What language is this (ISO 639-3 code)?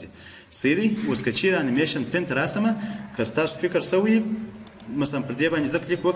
pus